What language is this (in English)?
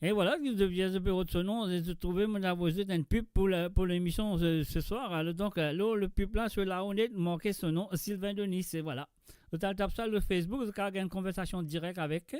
Morisyen